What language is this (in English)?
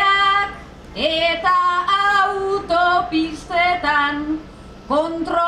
Basque